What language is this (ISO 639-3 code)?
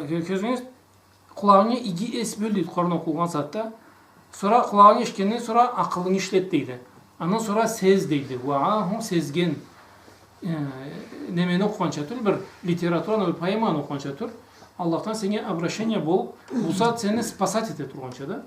krc